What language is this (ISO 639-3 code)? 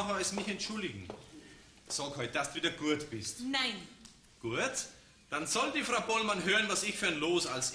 bar